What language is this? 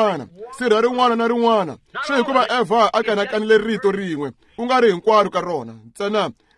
Tsonga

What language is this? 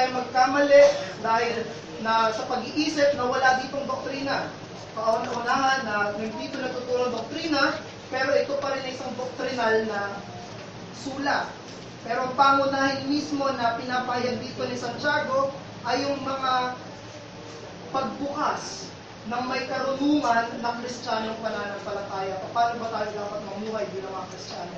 Filipino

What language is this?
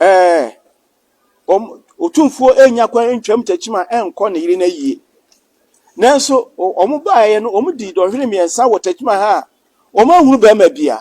Akan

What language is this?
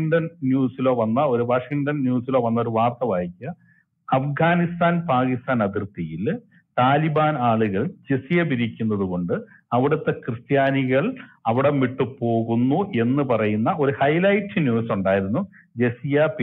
Malayalam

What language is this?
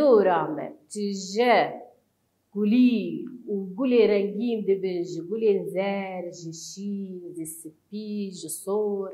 Kurdish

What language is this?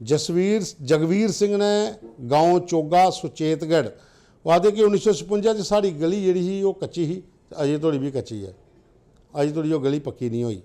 Dogri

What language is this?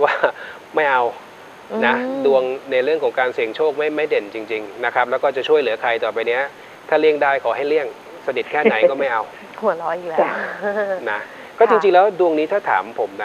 Thai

